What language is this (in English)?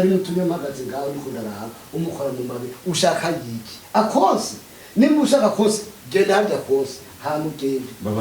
Rundi